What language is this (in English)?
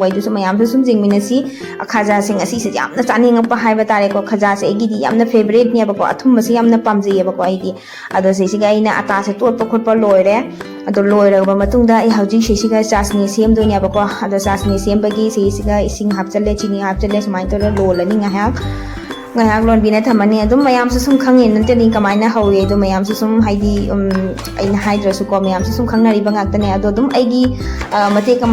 Manipuri